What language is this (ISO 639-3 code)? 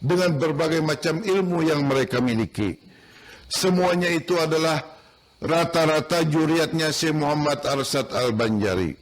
bjn